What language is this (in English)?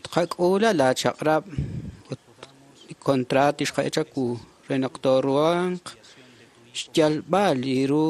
Kekchí